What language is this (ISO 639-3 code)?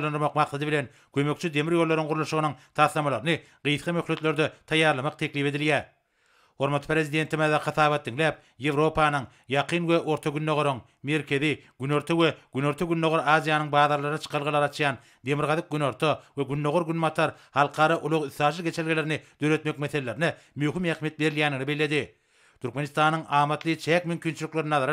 tuk